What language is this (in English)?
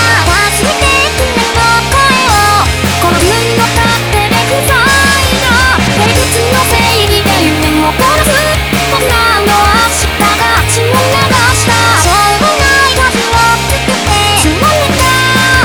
Japanese